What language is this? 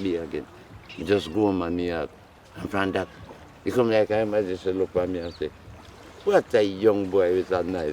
Jamaican Creole English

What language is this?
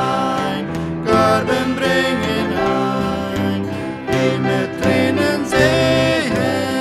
Plautdietsch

